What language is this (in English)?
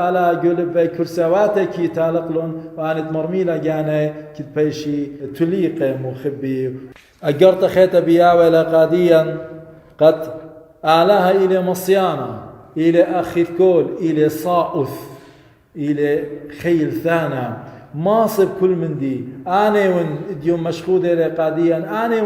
Assyrian Neo-Aramaic